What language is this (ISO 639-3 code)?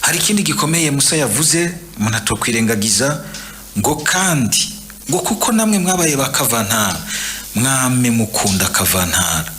run